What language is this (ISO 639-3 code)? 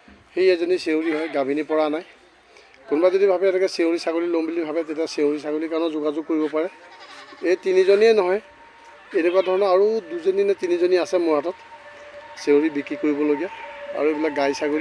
asm